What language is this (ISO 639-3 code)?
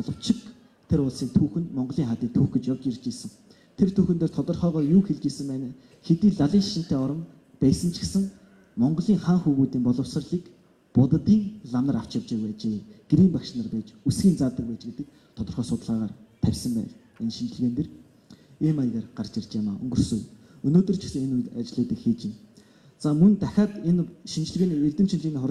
mon